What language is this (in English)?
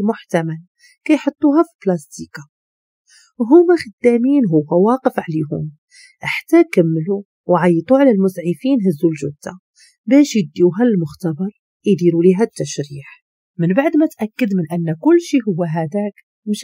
Moroccan Arabic